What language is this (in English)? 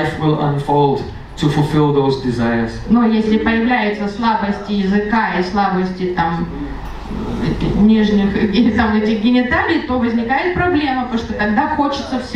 Russian